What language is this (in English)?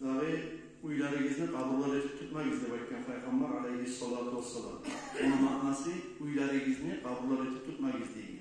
Kumyk